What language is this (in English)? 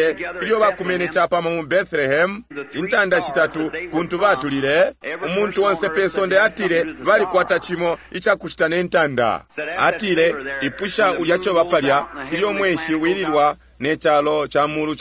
Bemba